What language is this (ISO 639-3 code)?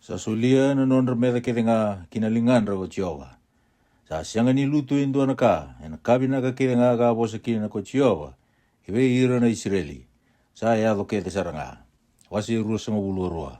fij